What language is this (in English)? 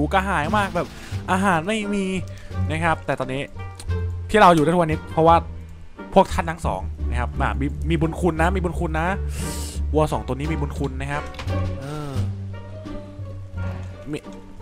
Thai